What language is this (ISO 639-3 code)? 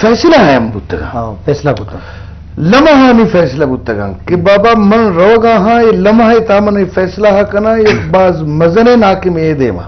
bgp